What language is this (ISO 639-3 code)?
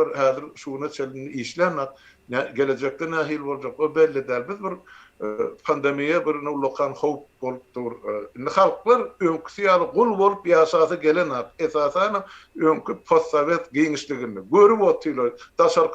tuk